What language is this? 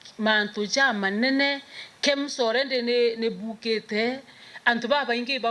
Meru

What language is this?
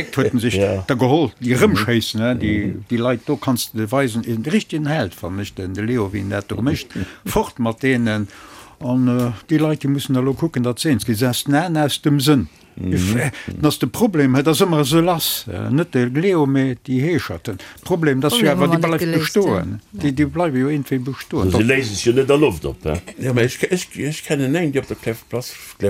Luxembourgish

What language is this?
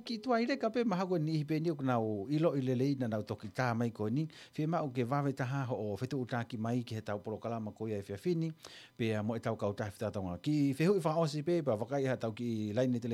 Tongan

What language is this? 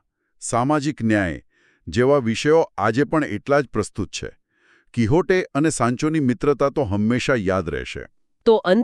Gujarati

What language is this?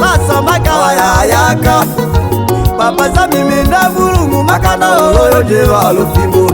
Tetela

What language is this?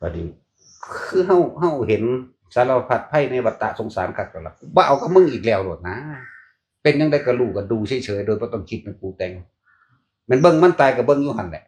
Northeastern Thai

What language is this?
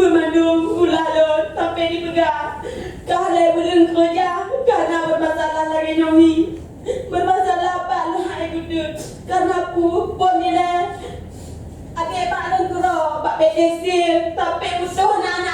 Achinese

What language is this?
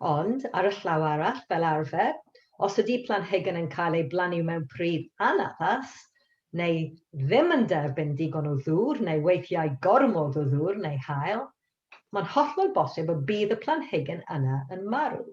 Welsh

